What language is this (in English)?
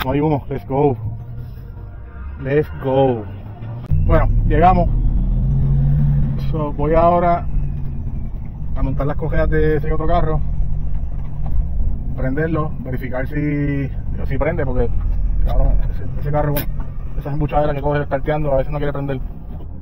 Spanish